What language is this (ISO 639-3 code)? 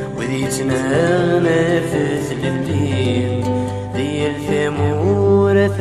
kab